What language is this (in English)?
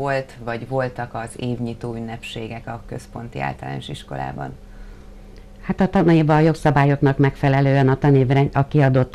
Hungarian